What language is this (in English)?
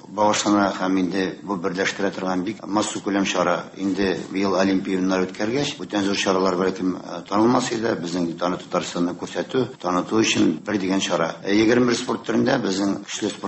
Tatar